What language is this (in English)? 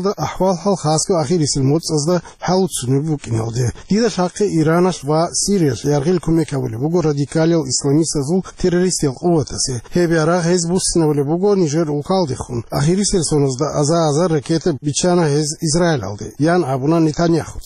Avaric